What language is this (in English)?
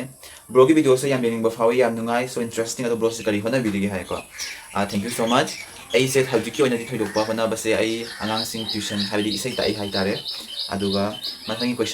Manipuri